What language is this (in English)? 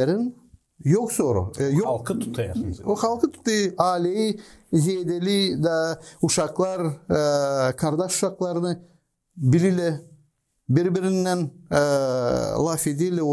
Gagauz